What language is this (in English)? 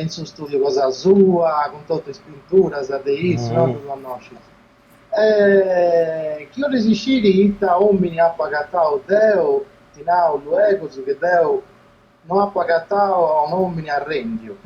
Sardinian